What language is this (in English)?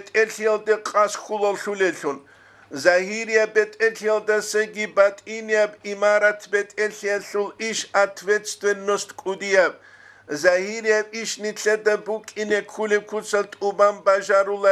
Avaric